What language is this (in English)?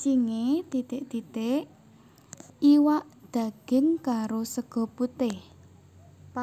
Javanese